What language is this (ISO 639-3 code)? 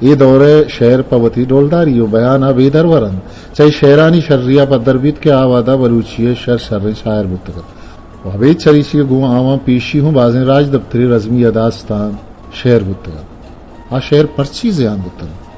bgp